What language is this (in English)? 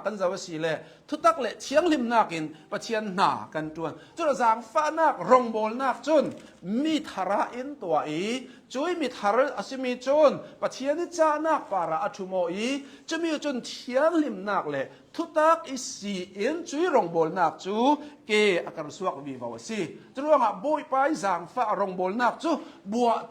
Hakha Chin